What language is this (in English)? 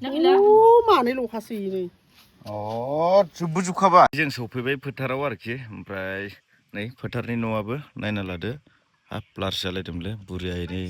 Bodo